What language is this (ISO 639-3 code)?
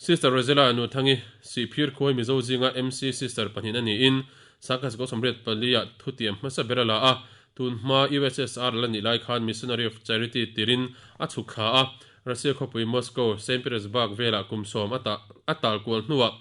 lus